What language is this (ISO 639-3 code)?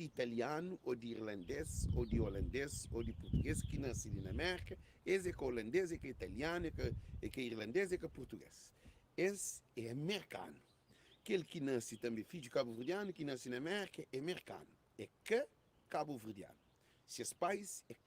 kea